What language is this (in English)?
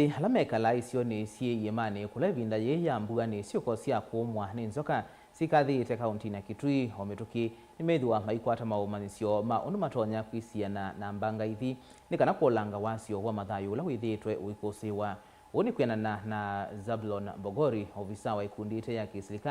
Kamba